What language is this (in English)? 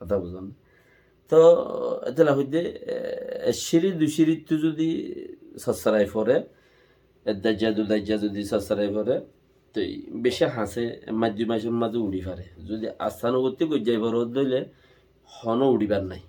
Rohingya